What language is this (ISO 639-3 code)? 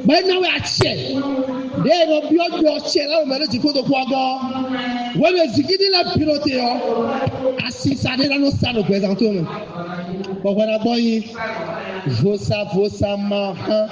fon